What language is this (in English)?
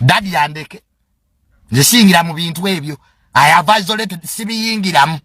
Ganda